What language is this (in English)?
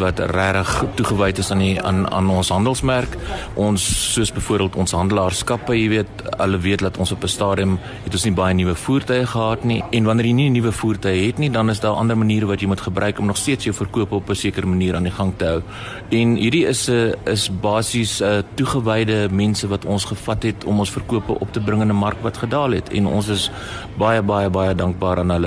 Afrikaans